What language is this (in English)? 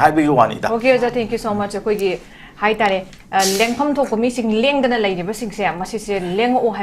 Manipuri